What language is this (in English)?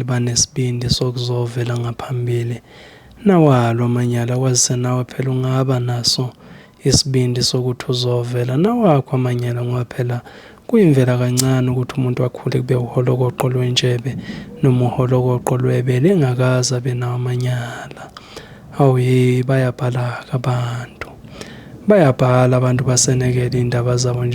Zulu